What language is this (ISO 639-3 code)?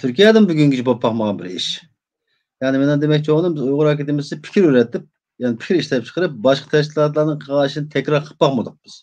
uig